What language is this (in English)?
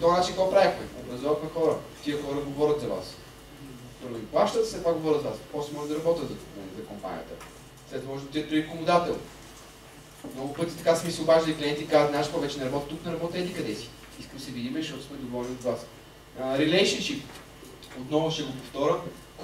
Bulgarian